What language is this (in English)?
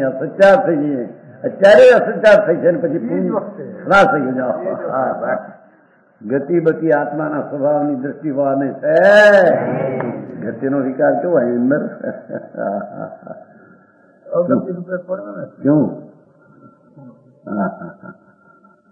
Gujarati